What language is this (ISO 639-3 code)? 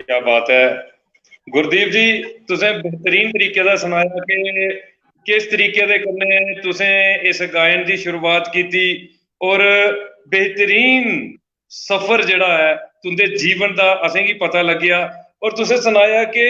doi